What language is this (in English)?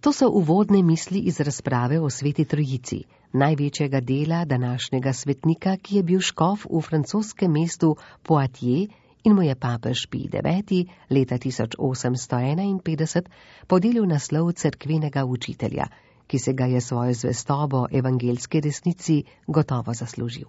Slovenian